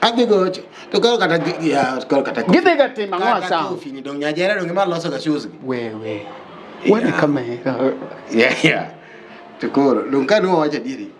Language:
Luo (Kenya and Tanzania)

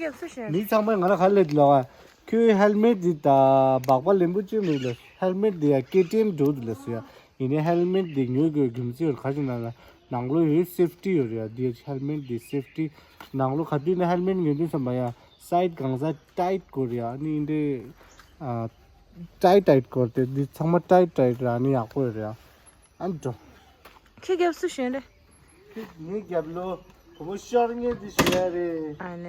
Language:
Tibetan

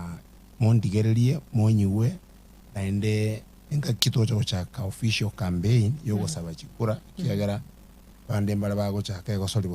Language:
Gusii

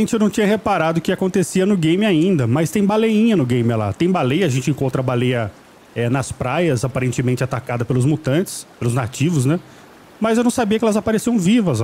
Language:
Portuguese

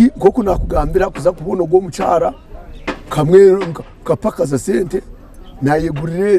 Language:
Nyankole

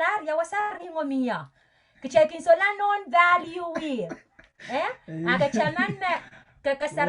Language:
Pohnpeian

